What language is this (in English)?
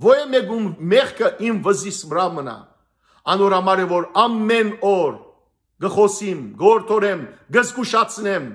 Western Armenian